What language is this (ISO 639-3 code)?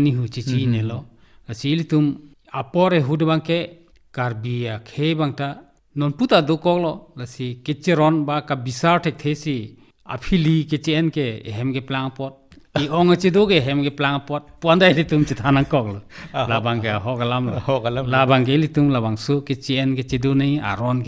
mjw